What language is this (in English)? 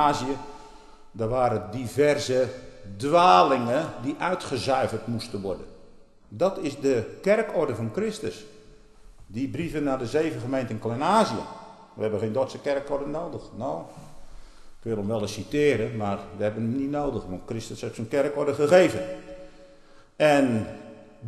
Dutch